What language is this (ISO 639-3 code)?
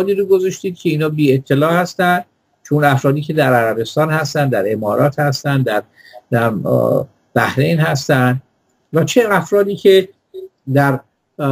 fas